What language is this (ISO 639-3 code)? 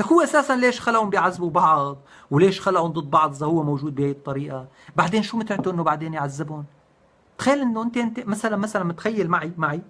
apc